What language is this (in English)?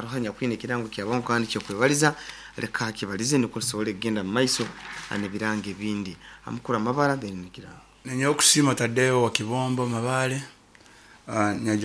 Nyoro